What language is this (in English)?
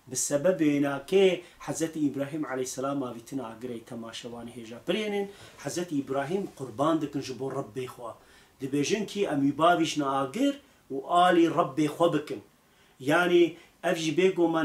Kurdish